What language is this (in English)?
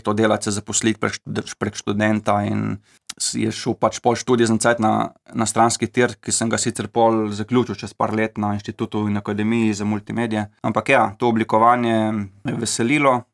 Slovenian